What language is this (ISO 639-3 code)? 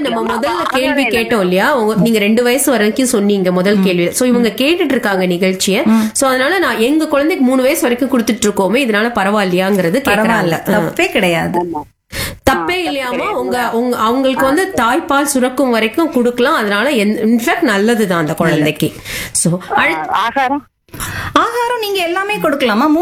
tam